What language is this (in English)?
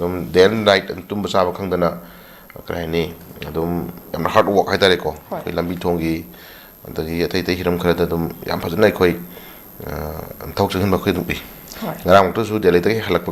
Manipuri